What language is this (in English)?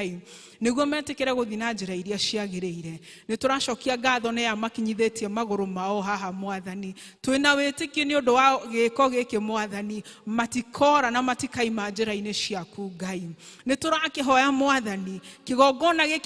Kikuyu